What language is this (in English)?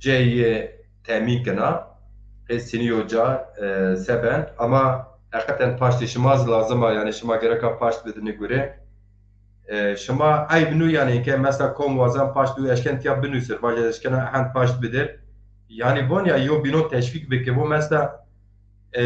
Zaza